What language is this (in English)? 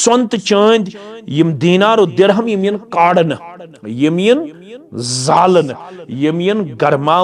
Kashmiri